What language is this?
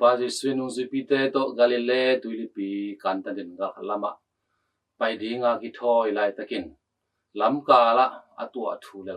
Tedim Chin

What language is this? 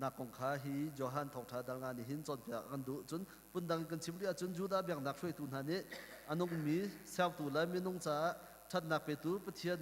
Hakha Chin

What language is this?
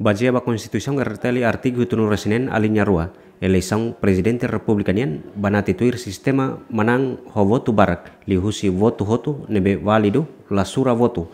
Tetum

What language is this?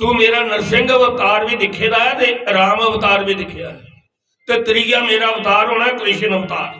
Dogri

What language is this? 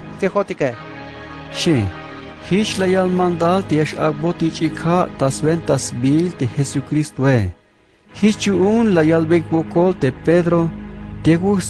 Tzeltal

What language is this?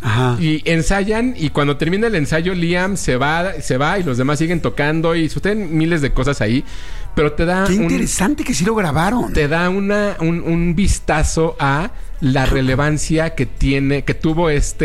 Spanish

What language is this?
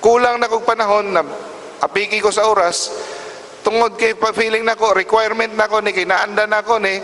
Cebuano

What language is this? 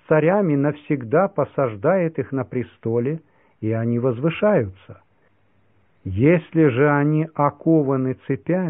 Russian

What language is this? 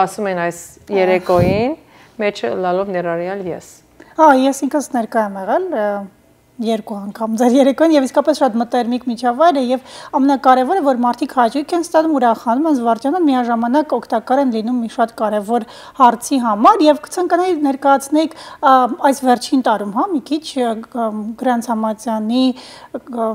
Armenian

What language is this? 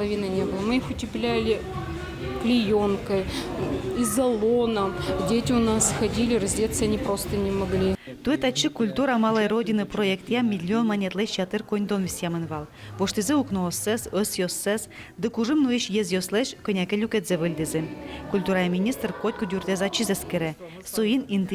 Udmurt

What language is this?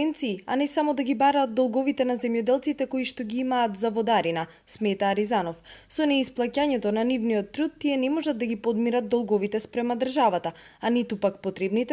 Macedonian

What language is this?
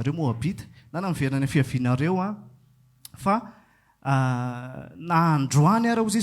Malagasy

